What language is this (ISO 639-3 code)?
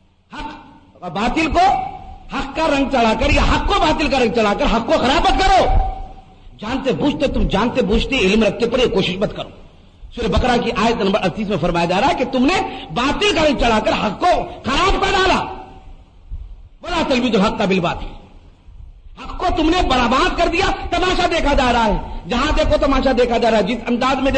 urd